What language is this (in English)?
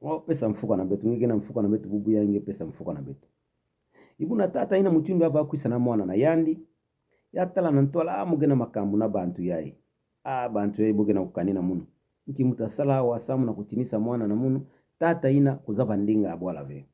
Kituba (Democratic Republic of Congo)